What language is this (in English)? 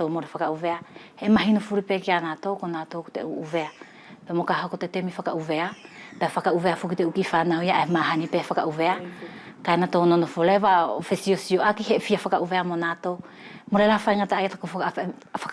Wallisian